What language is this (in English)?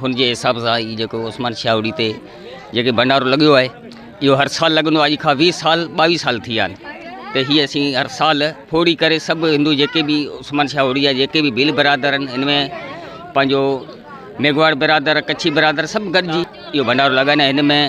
Sindhi